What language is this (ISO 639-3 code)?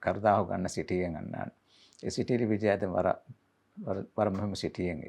div